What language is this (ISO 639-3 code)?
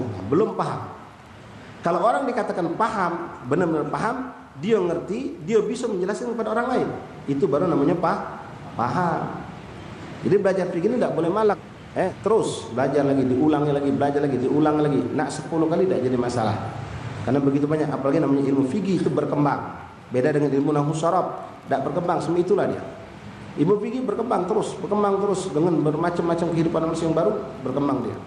mui